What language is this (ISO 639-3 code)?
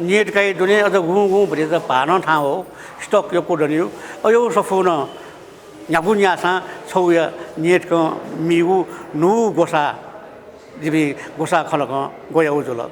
new